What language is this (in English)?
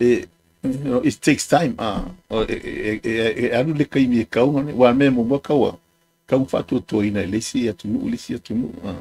Samoan